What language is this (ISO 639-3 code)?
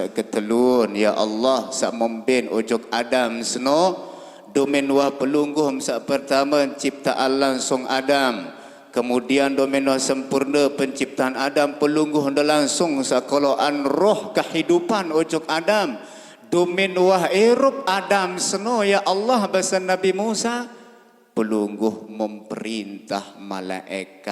sas